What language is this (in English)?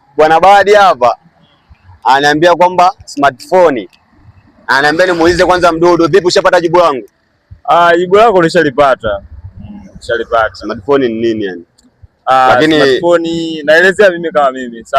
Swahili